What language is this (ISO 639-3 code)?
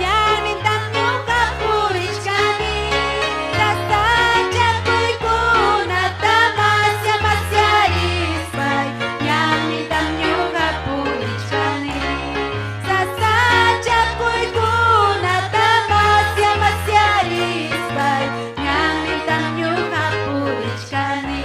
quy